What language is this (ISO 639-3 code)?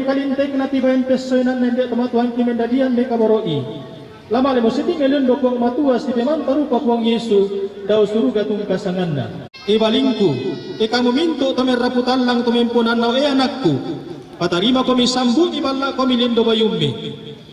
sda